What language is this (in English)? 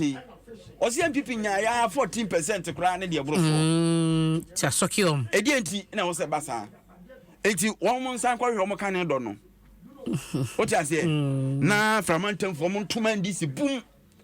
Akan